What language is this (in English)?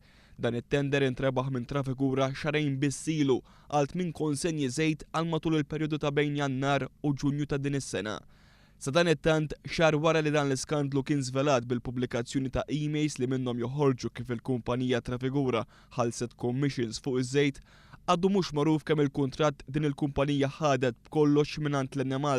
Maltese